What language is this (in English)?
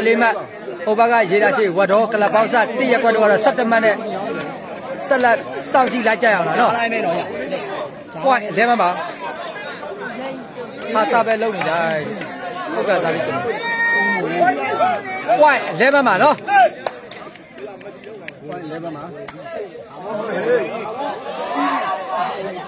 Burmese